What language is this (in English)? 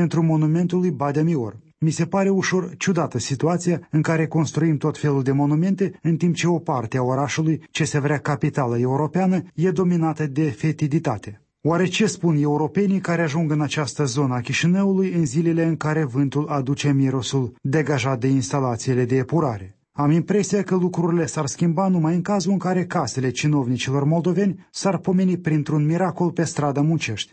Romanian